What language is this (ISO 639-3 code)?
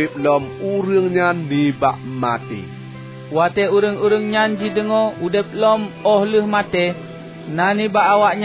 ace